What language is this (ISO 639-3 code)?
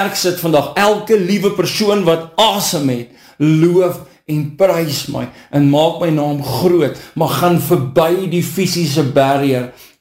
afr